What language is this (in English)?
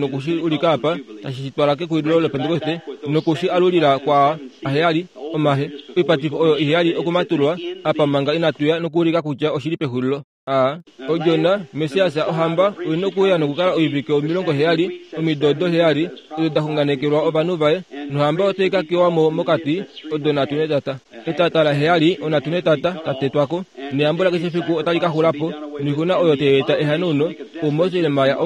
Kuanyama